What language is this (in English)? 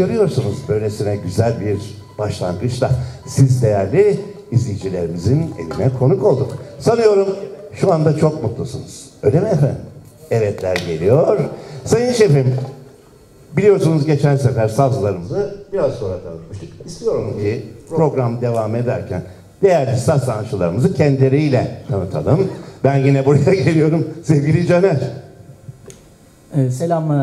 Turkish